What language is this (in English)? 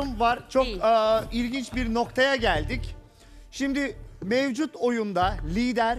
Turkish